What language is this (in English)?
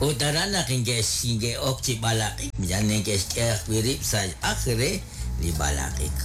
Kekchí